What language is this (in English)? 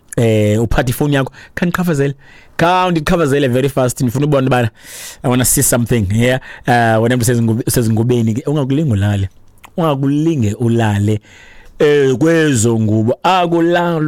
Xhosa